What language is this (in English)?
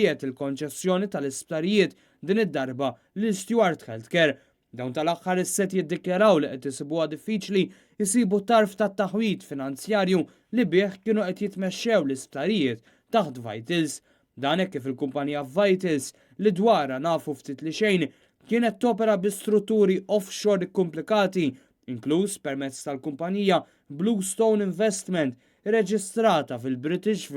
Maltese